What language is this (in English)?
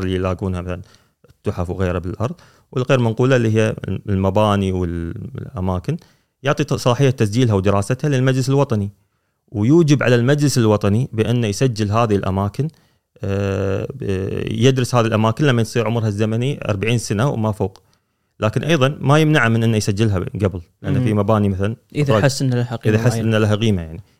Gulf Arabic